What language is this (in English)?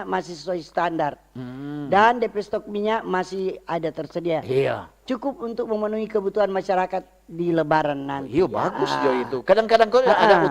Manado Malay